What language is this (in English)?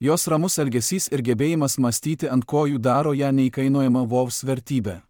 Lithuanian